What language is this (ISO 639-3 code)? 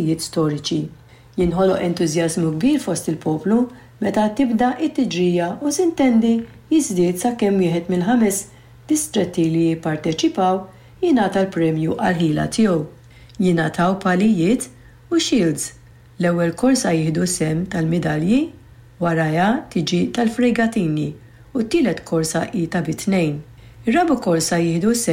mlt